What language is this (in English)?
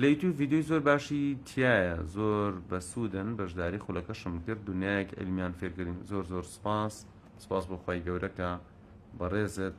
Central Kurdish